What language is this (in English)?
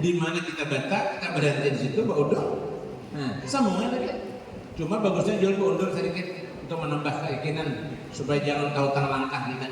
Banjar